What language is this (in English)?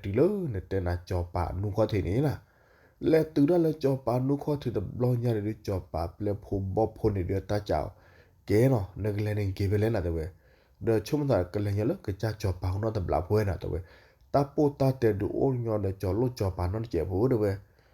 S'gaw Karen